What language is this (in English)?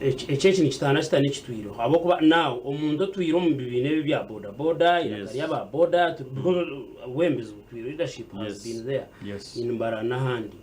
Nyankole